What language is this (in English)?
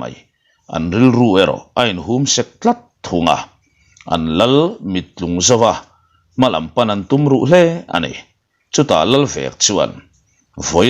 Mizo